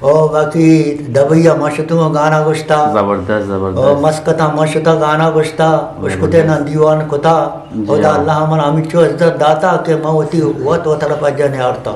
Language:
Eastern Balochi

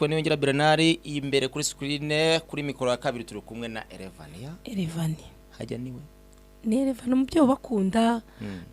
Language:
Kinyarwanda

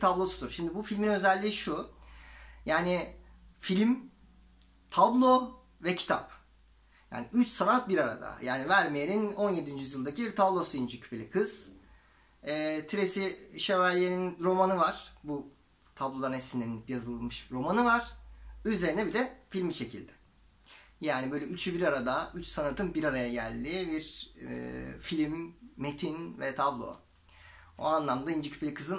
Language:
Turkish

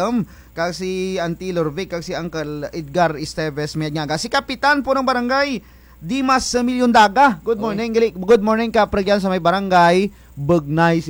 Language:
Kinaray-a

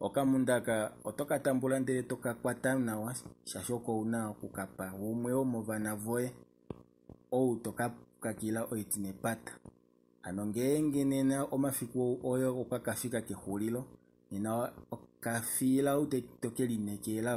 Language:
Kuanyama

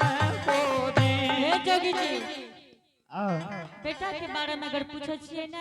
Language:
Angika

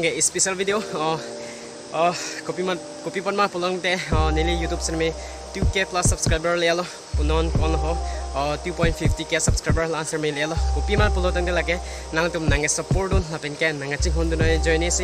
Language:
Karbi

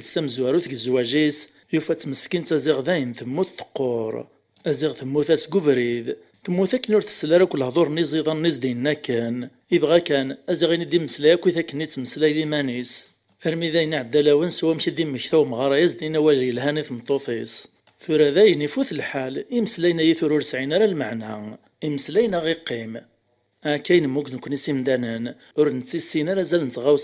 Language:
Kabyle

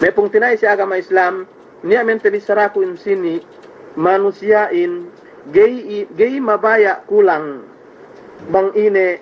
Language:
Yakan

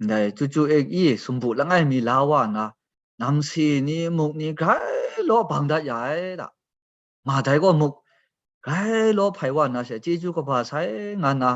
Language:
Kachin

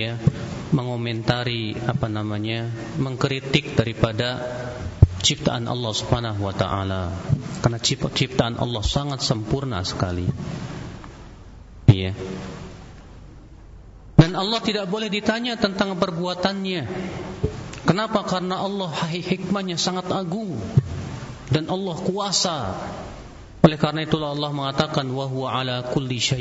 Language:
Indonesian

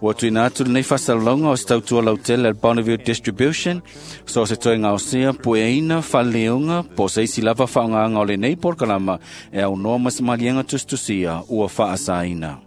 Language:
Samoan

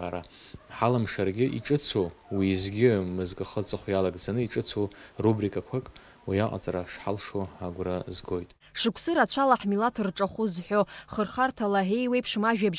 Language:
Abkhazian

